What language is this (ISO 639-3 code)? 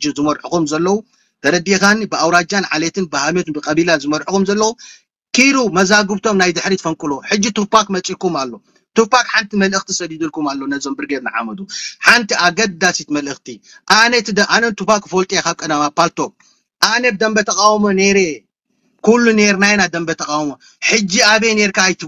tir